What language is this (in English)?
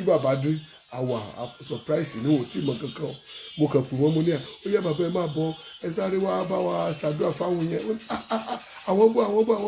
Yoruba